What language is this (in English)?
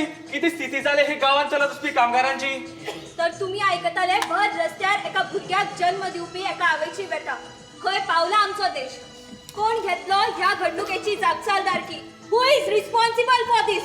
Konkani